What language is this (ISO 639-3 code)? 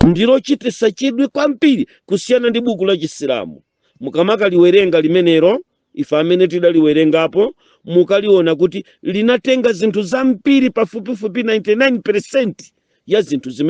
nya